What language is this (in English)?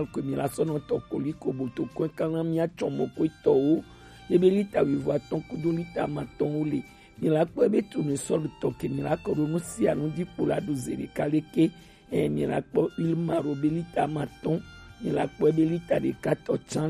Gen